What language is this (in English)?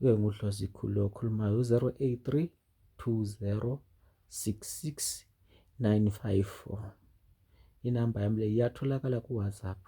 Zulu